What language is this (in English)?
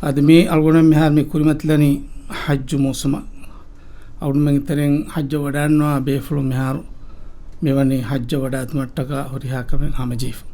Divehi